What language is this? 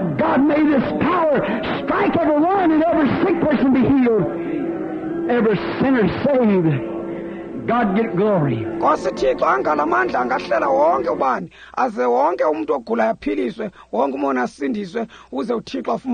Xhosa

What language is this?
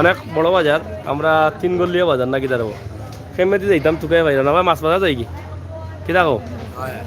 Sylheti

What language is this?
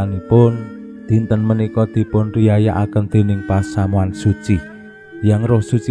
Javanese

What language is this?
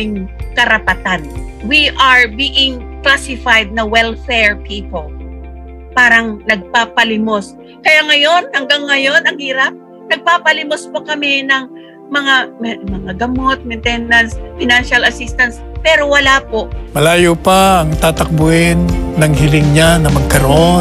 Filipino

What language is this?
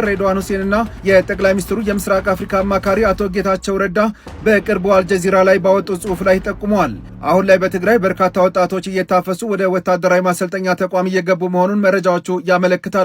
Amharic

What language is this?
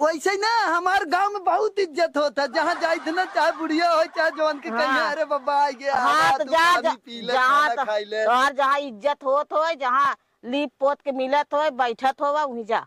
Awadhi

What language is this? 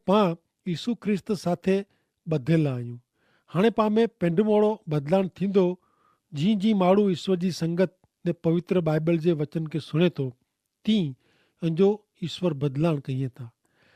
Kachhi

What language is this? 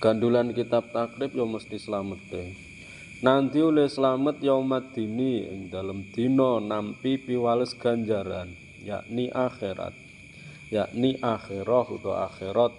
Javanese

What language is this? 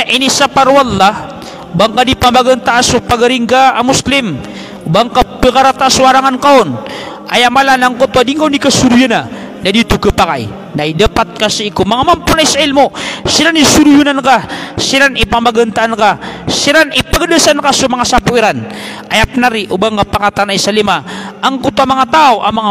Maranao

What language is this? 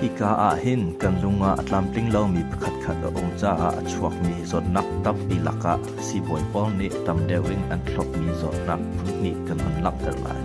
Hakha Chin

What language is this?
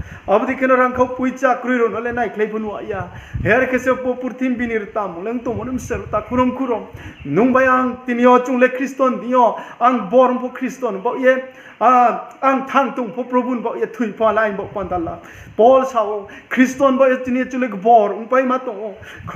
Riang (India)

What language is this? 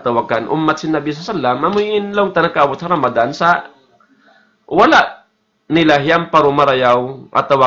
Tausug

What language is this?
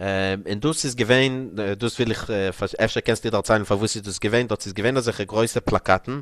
Yiddish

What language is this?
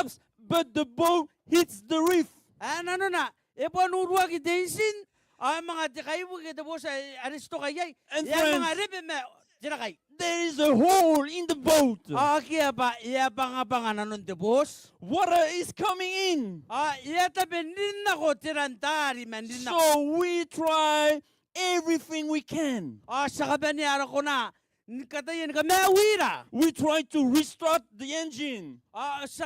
Gilbertese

